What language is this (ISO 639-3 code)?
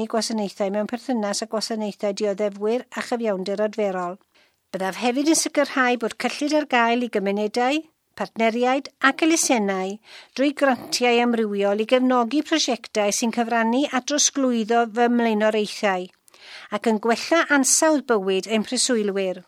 cym